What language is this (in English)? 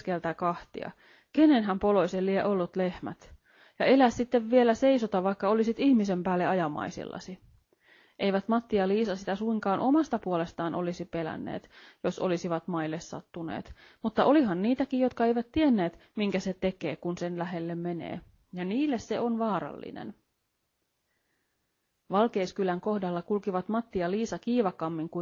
Finnish